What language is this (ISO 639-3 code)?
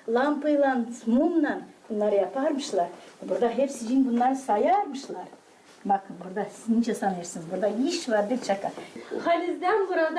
gag